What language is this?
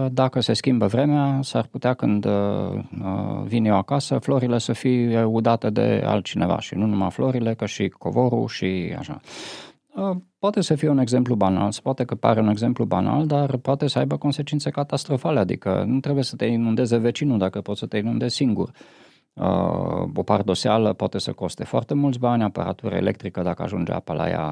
Romanian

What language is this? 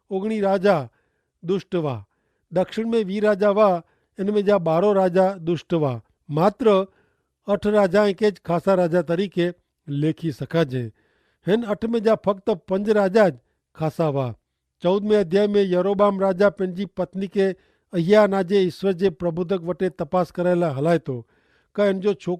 Kachhi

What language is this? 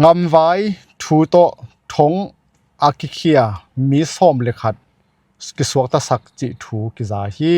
Tedim Chin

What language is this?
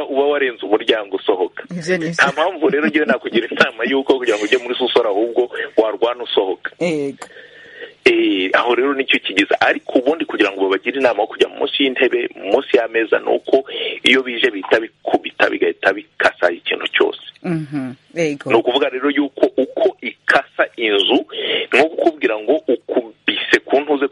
Kinyarwanda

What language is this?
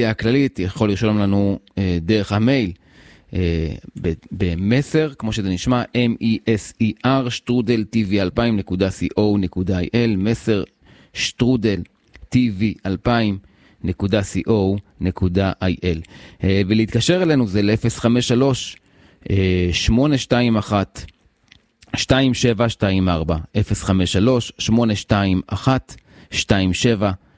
Hebrew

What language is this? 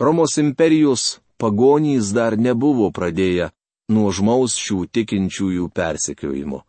Lithuanian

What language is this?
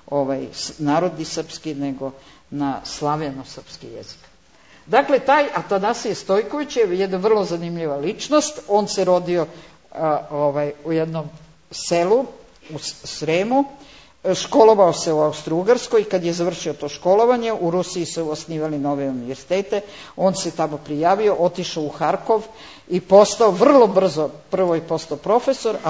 Serbian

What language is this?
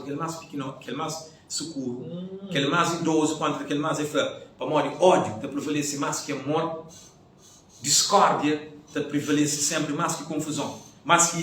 Kabuverdianu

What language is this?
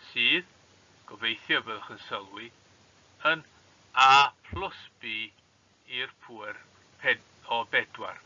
Welsh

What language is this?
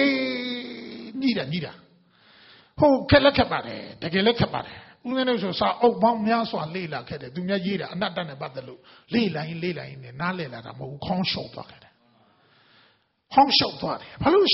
Burmese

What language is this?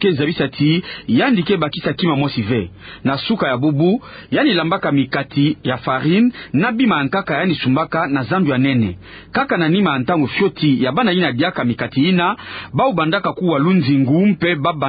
Kituba (Democratic Republic of Congo)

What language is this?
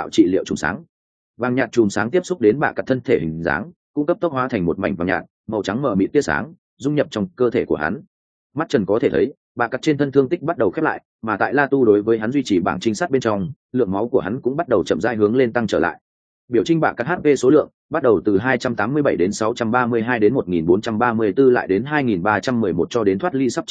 Vietnamese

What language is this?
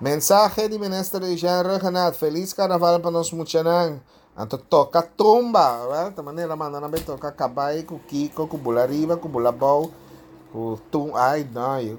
Papiamento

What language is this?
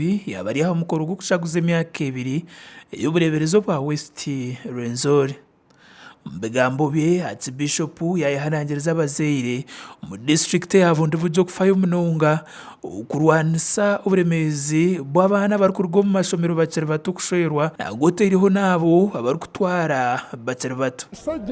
Nyankole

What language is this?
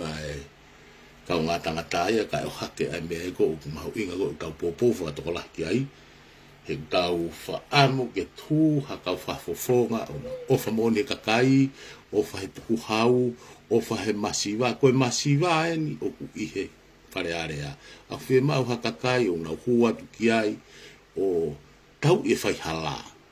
Tongan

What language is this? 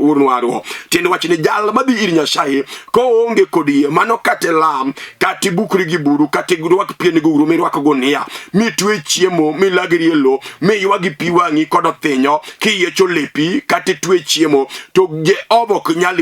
Luo (Kenya and Tanzania)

